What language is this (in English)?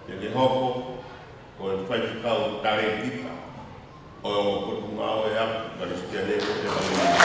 Tongan